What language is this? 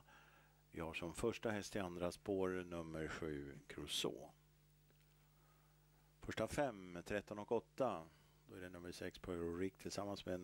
Swedish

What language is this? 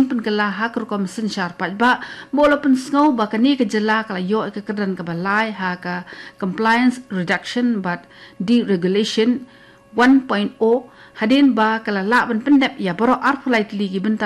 Khasi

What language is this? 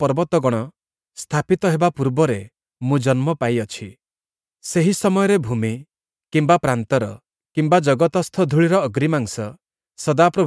Odia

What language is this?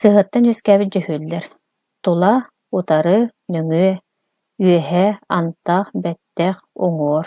Yakut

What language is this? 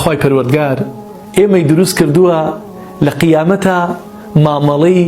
Central Kurdish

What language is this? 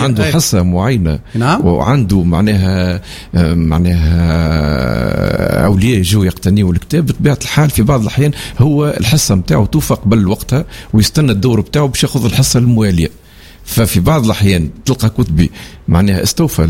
Tunisian Arabic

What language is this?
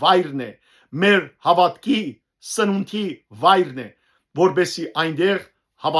Western Armenian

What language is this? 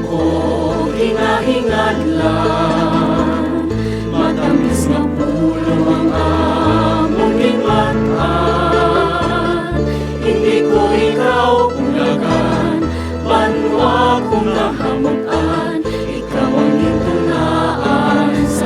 Hiligaynon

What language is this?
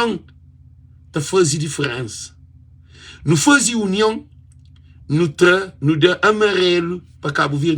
Kabuverdianu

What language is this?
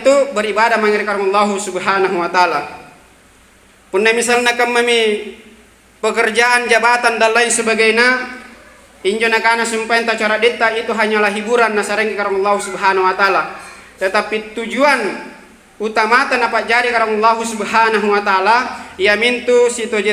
Makasar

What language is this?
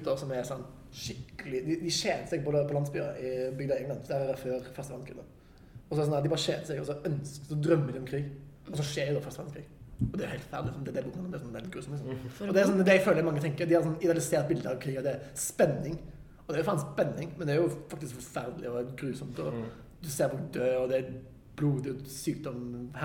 Norwegian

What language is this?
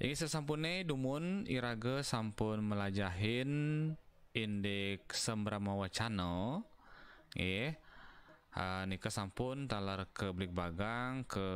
Balinese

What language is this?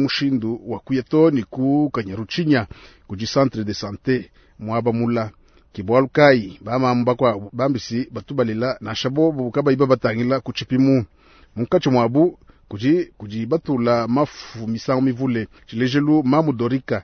Luba-Lulua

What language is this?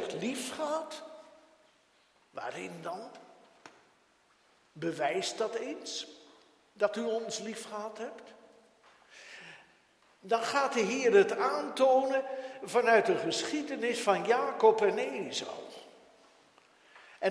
Dutch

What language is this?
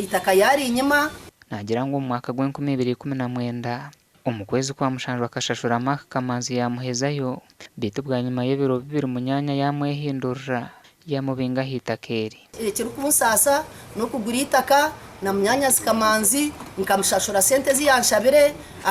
Nyankole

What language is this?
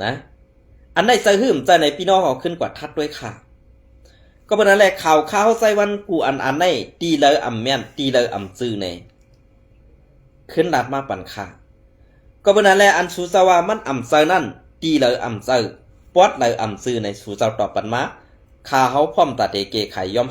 Shan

